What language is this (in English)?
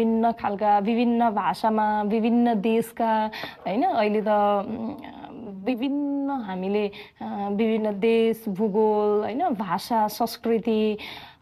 Nepali